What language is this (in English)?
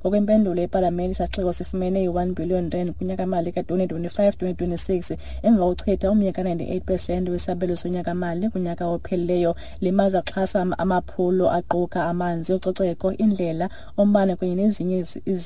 Xhosa